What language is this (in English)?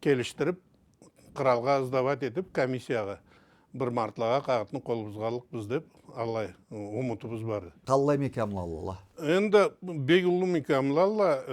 Karachay-Balkar